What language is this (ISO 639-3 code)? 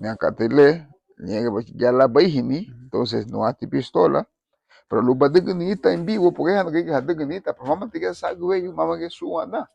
cab